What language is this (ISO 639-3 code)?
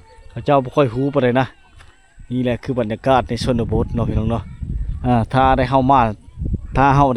lao